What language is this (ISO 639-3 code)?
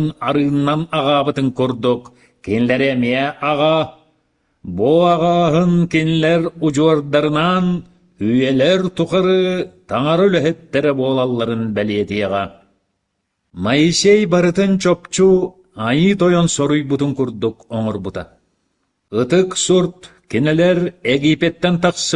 sah